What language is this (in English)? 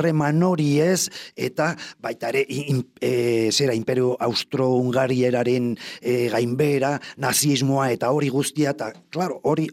Basque